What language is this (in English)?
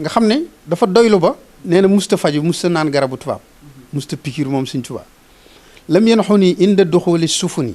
Wolof